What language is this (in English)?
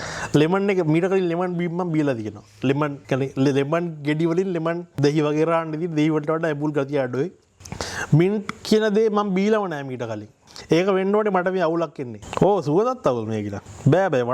Sinhala